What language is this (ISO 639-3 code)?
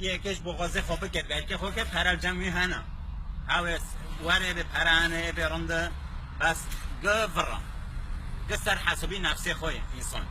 kur